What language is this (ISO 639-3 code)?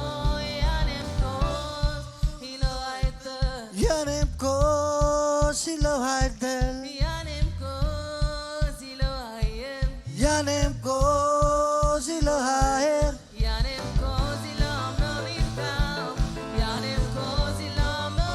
mah